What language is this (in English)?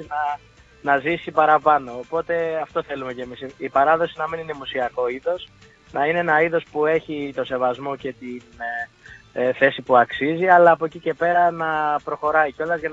Greek